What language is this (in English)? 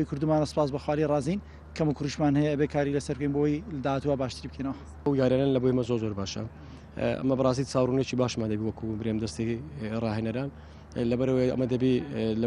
Central Kurdish